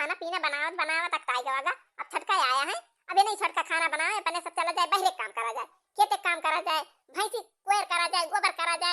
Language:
Awadhi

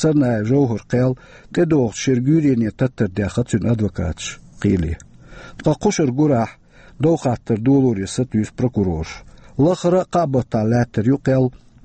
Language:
Chechen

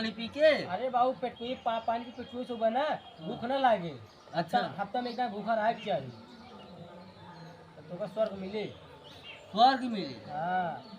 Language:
Awadhi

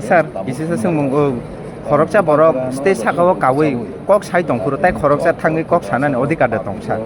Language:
Kok Borok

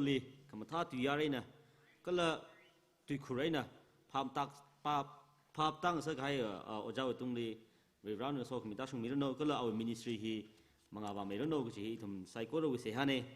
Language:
Tangkhul Naga (India)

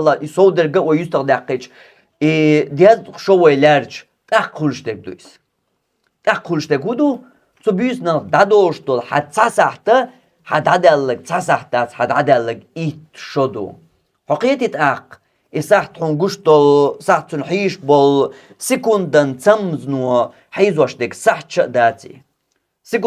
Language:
Chechen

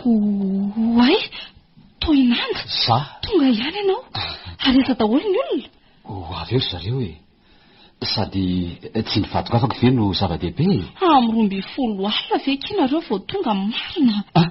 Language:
Malagasy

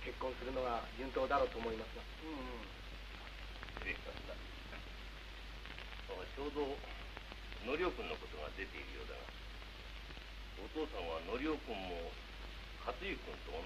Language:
Japanese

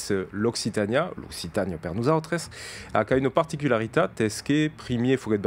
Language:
Occitan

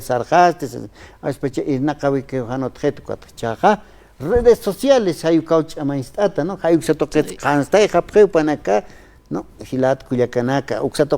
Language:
Aymara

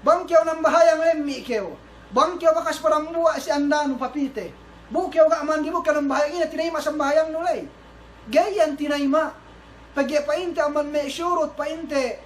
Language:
Yakan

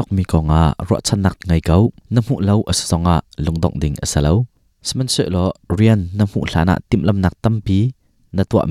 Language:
Hakha Chin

